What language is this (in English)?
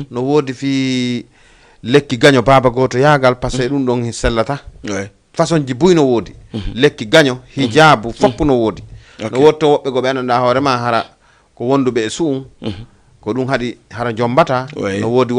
Fula